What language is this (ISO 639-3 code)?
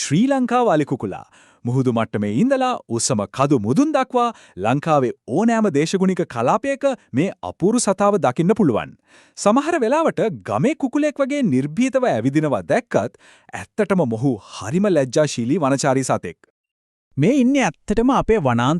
sin